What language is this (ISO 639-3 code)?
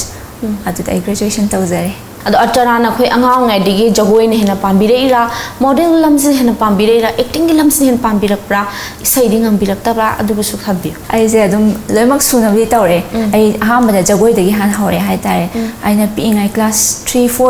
mni